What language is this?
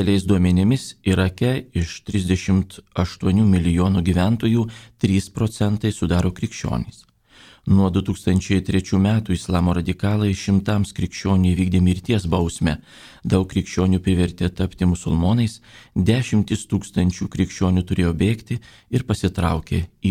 Lithuanian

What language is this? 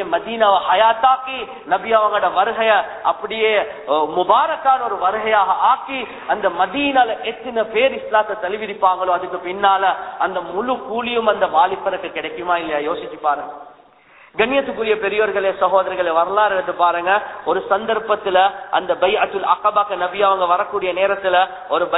Tamil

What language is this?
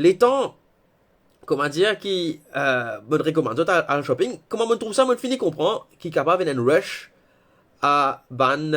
Morisyen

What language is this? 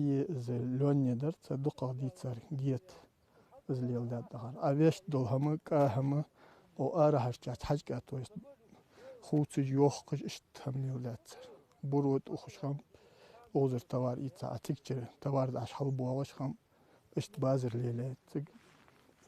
Ingush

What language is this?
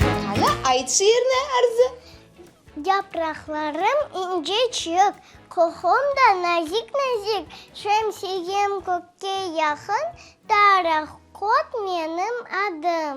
Crimean Tatar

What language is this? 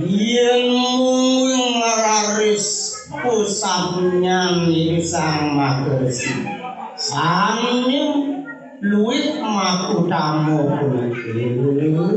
Balinese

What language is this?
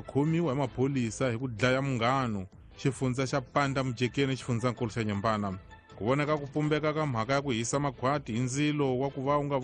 Tsonga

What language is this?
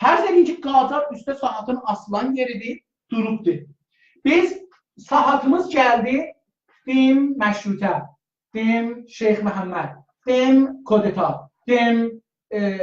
South Azerbaijani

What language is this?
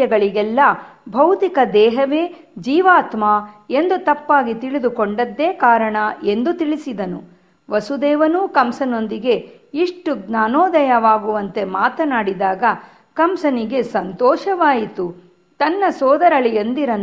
Kannada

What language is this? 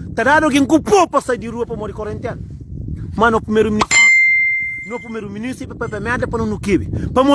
Kabuverdianu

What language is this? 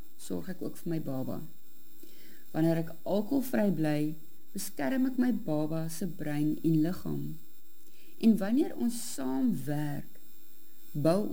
Afrikaans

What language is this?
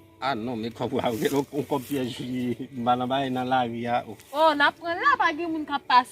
Haitian Creole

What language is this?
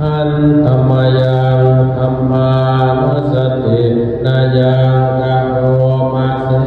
Pali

